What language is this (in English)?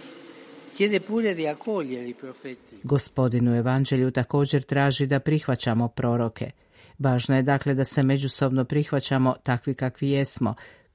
Croatian